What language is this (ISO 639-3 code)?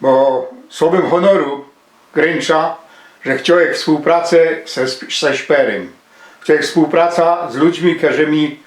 szl